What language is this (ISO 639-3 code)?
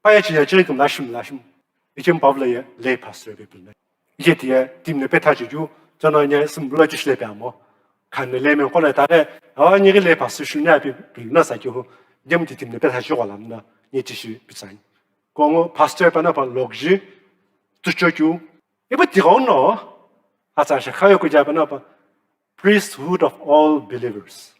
nsm